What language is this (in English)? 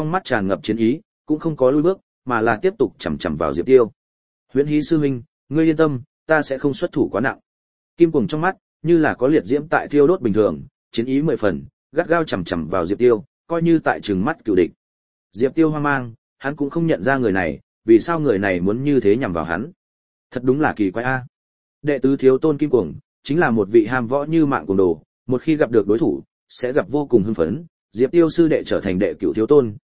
Vietnamese